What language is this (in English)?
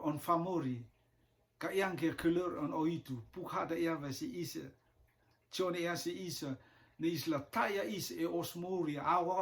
Rotuman